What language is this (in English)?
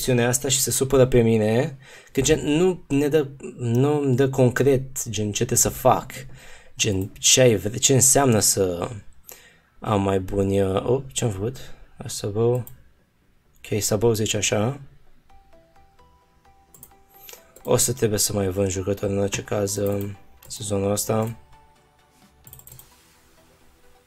Romanian